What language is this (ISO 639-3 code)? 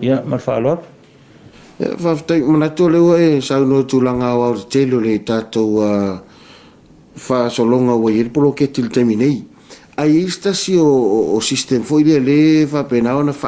smo